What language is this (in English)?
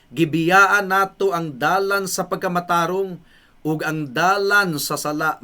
Cebuano